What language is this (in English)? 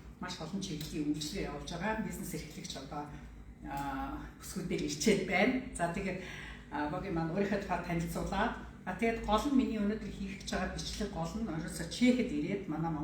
Mongolian